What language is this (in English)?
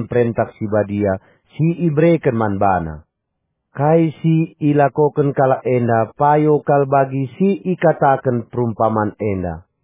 Batak Karo